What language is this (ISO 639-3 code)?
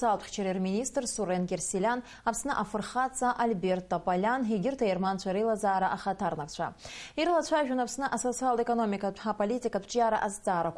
abk